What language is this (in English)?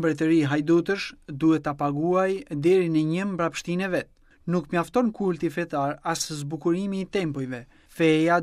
Albanian